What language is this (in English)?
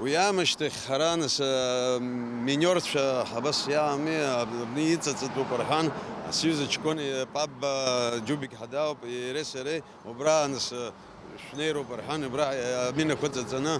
Abkhazian